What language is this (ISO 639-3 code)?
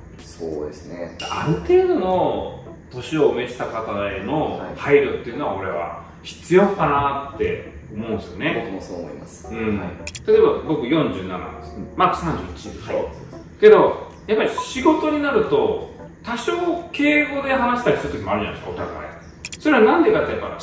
jpn